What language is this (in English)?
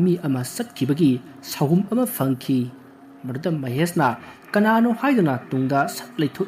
Manipuri